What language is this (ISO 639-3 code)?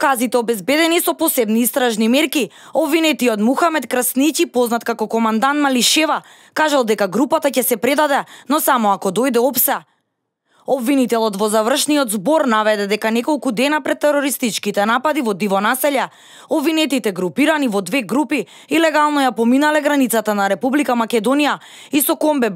mkd